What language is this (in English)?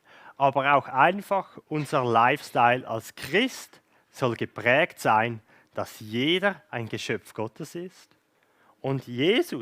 Swiss German